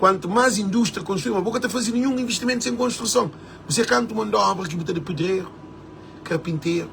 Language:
Kabuverdianu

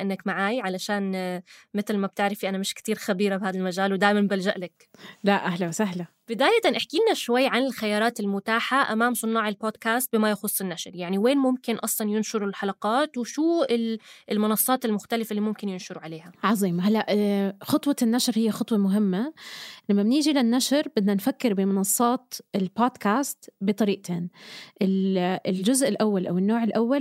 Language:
North Levantine Arabic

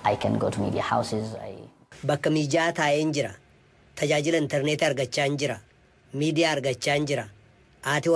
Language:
Oromo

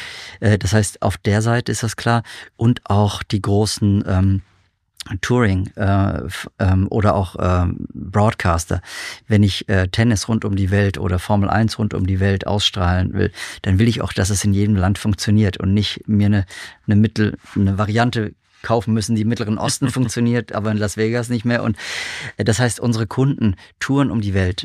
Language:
German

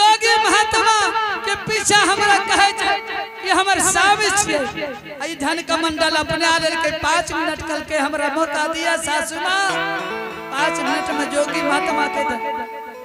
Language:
Angika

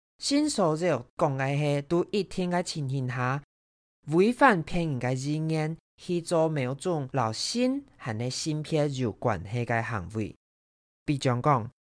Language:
Hakka Chinese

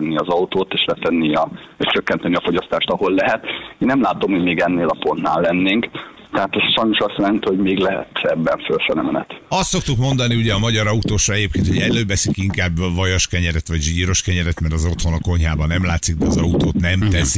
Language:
Hungarian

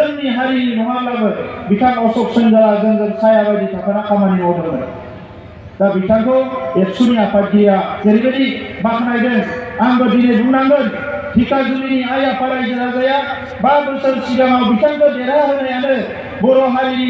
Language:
Bodo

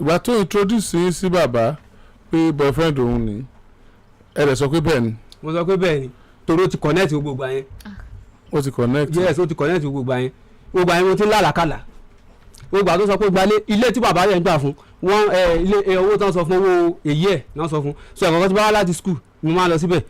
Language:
Yoruba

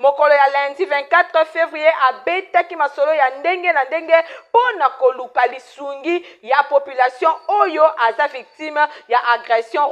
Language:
Lingala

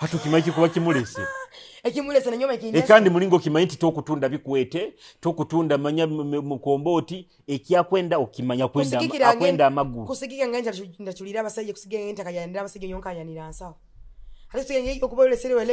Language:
Nyoro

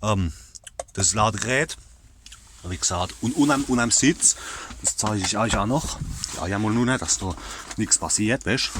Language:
Palatine German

